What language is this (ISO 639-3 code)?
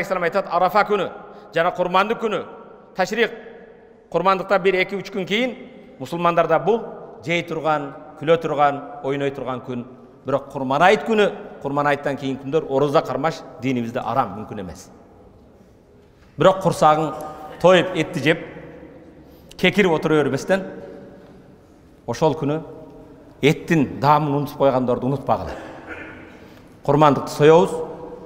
kir